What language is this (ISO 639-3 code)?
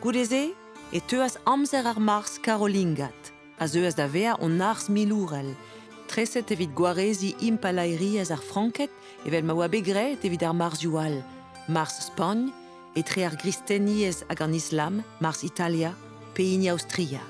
bre